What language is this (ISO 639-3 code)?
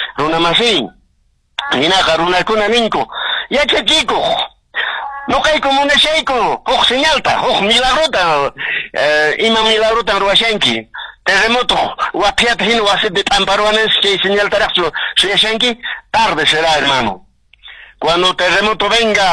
que